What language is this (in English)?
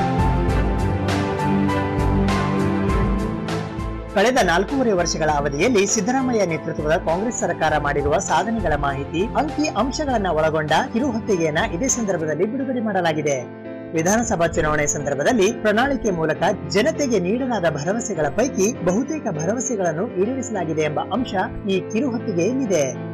Kannada